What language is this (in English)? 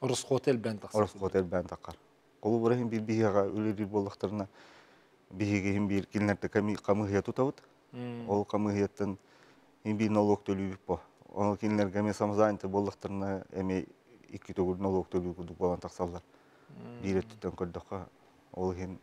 Yakut